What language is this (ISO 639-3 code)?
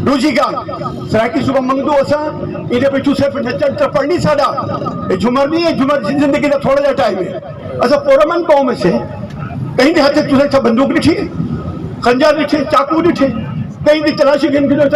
skr